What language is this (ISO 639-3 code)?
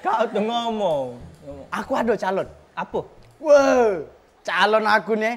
mui